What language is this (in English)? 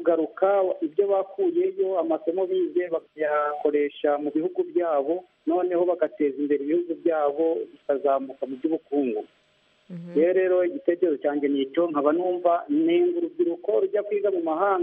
Kinyarwanda